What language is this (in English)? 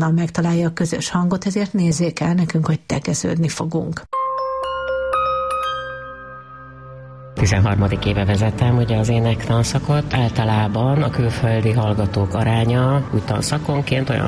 Hungarian